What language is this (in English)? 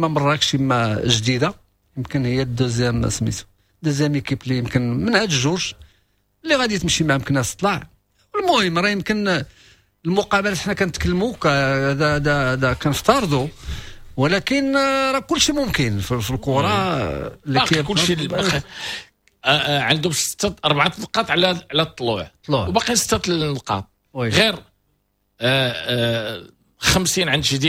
Moroccan Arabic